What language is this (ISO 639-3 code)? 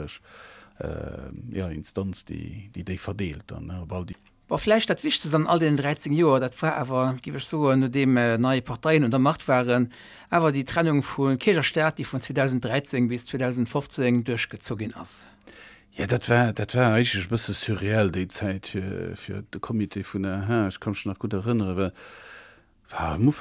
ltz